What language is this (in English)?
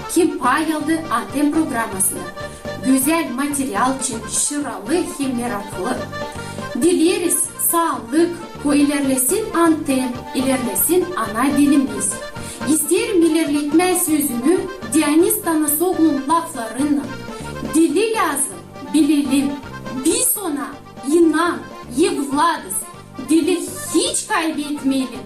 Gagauz